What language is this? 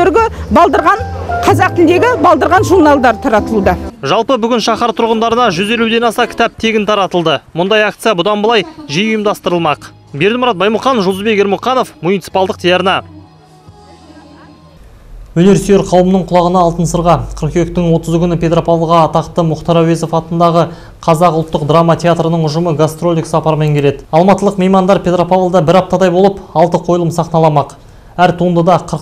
Kazakh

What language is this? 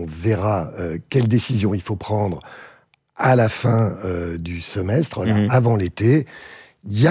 French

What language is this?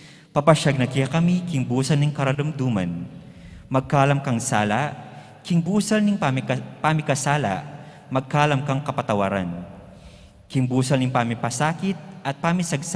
Pampanga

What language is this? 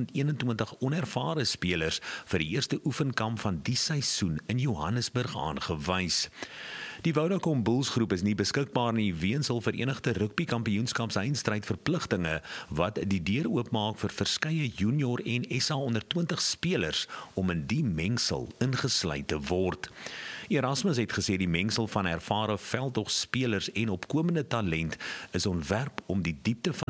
Afrikaans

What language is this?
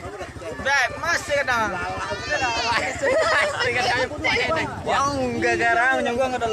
Minangkabau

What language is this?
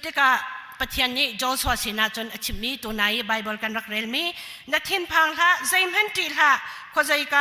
Hakha Chin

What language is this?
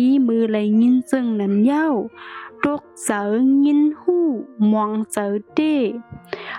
Shan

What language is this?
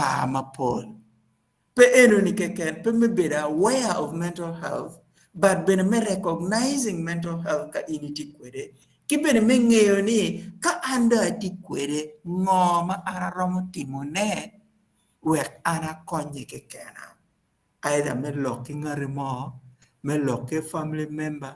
Acoli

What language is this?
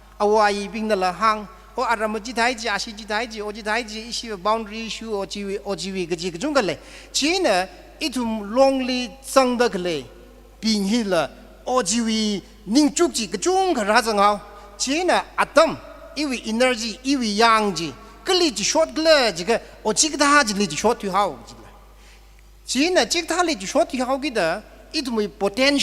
Tangkhul Naga (India)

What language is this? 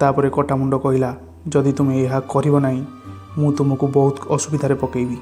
Odia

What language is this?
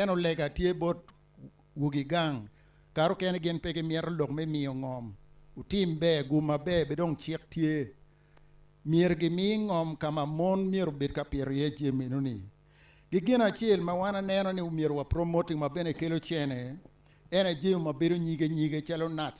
Acoli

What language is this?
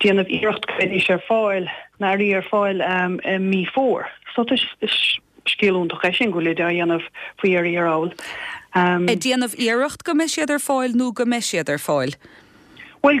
Irish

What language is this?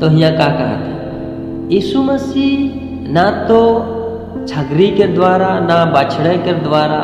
Sadri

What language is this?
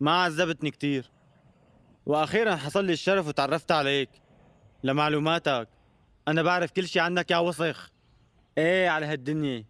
North Levantine Arabic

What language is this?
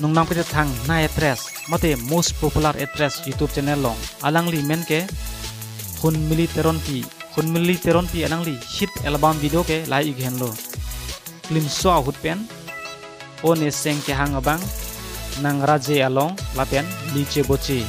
Karbi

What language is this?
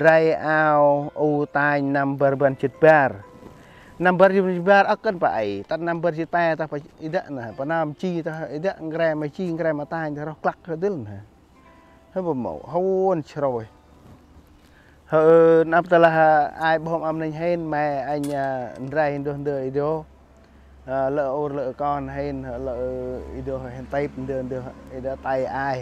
Central Mnong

